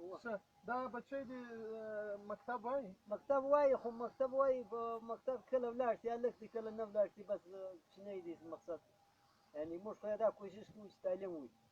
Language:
Pashto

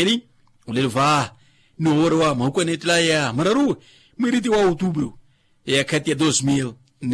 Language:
Makhuwa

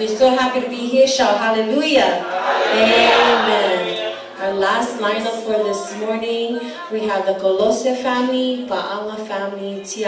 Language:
Samoan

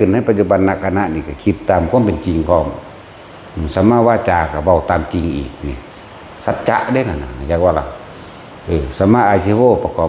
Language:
Northeastern Thai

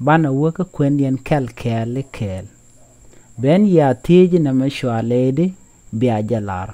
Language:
Nuer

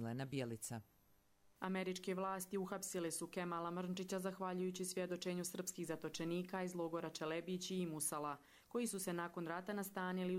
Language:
Bosnian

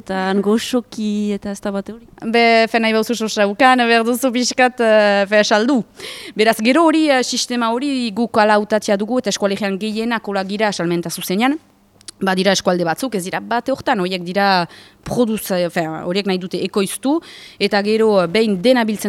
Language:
Basque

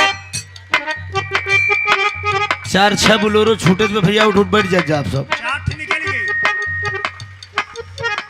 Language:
Bhojpuri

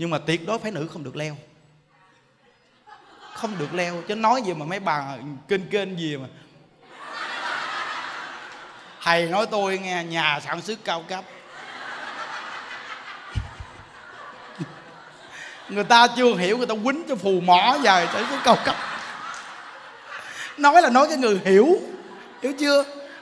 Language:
Vietnamese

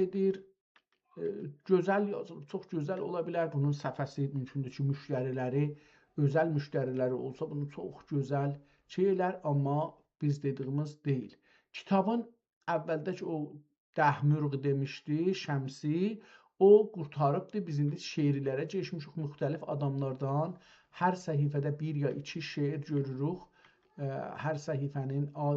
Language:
South Azerbaijani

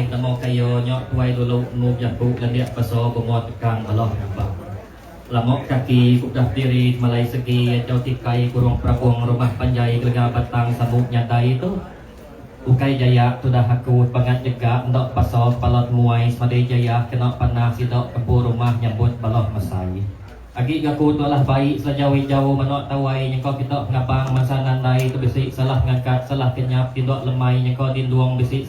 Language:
Iban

